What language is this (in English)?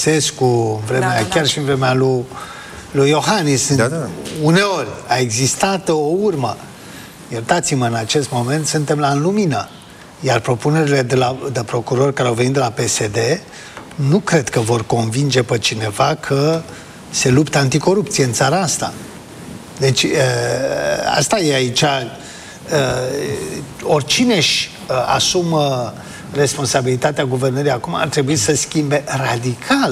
Romanian